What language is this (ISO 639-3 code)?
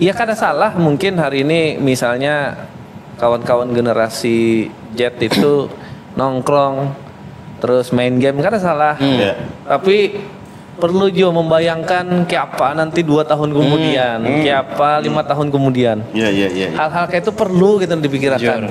bjn